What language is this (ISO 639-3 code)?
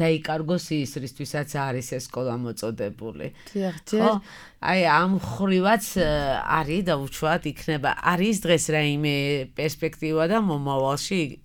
kat